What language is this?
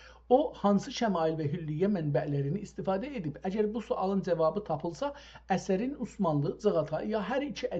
South Azerbaijani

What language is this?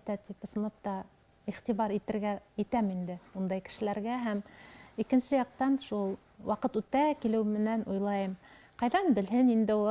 Bashkir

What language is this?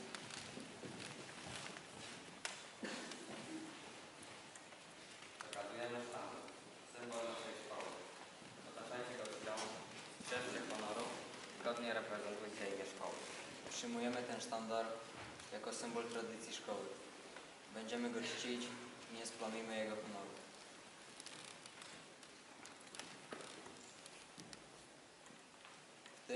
Polish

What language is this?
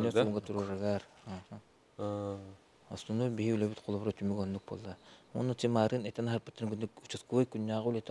Yakut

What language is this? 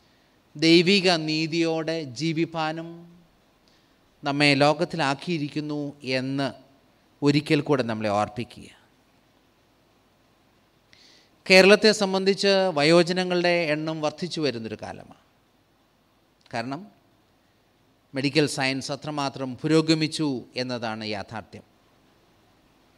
Malayalam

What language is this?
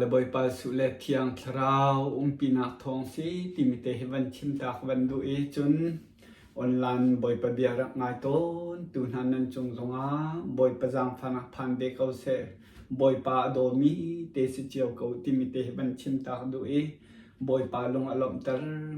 Hakha Chin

